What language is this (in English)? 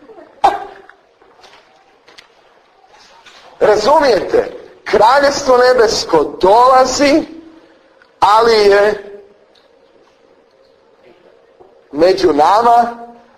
Croatian